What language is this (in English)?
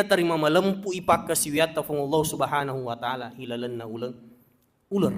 Buginese